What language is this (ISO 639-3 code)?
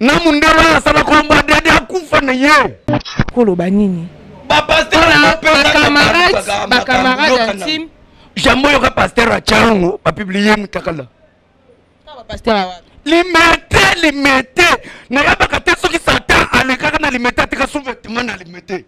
lin